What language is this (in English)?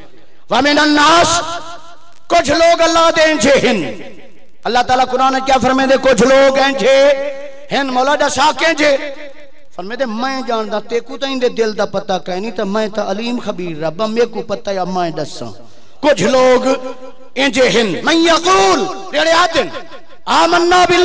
Saraiki